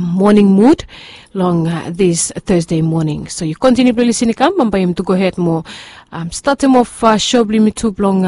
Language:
Bislama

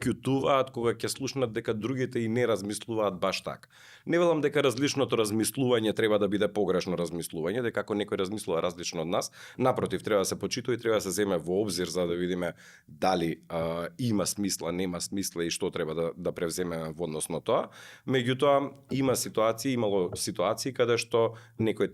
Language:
Macedonian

